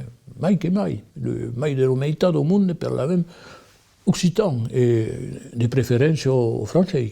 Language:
Occitan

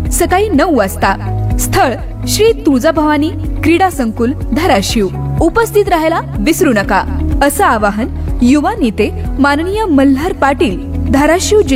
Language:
Marathi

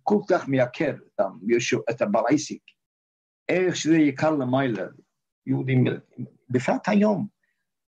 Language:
Hebrew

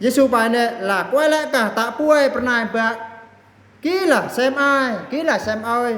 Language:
Eastern Bru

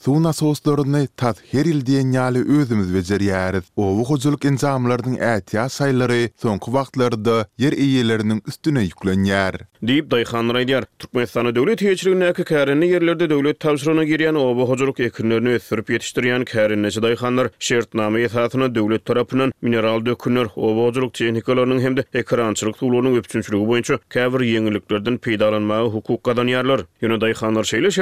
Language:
Turkmen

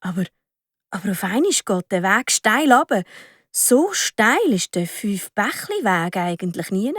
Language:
Swiss German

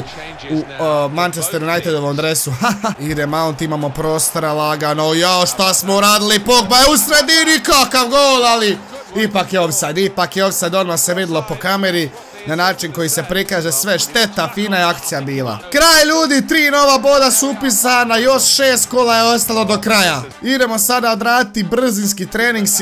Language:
Croatian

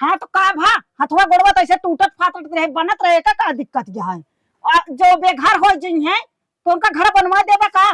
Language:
Awadhi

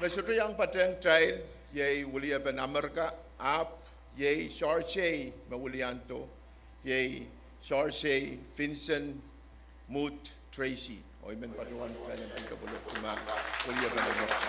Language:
Pohnpeian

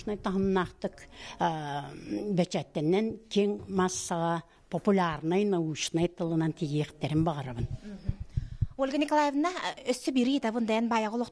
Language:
Yakut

